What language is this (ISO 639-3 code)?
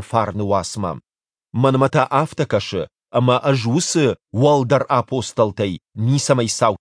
oss